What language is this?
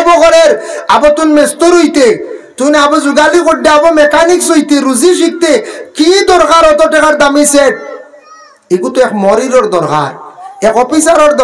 Sylheti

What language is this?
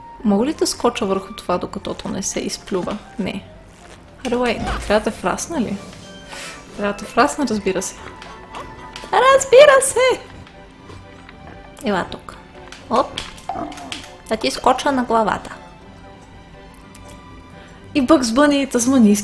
Bulgarian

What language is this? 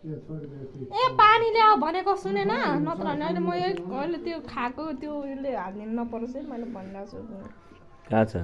Nepali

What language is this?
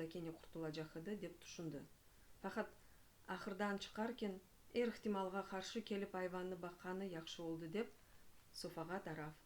Crimean Tatar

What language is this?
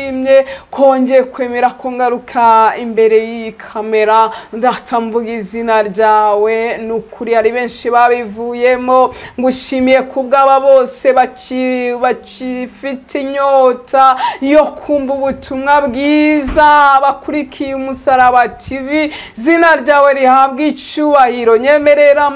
Kinyarwanda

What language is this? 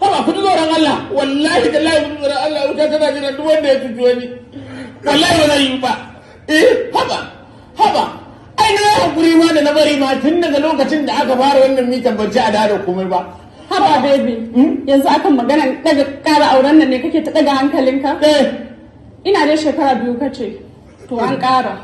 Hausa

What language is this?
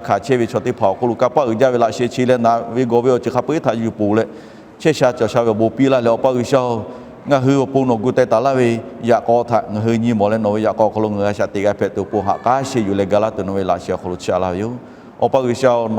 Lahu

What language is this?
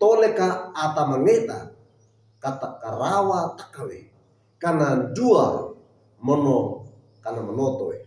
Wejewa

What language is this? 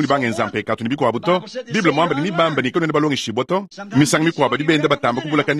Luba-Lulua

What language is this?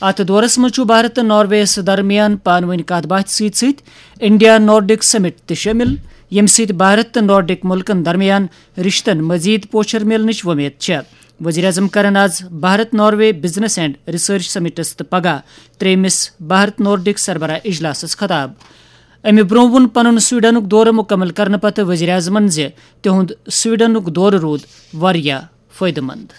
Kashmiri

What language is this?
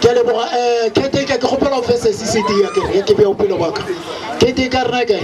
Northern Sotho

